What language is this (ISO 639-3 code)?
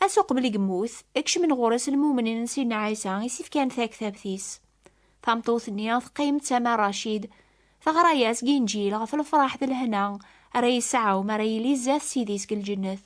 kab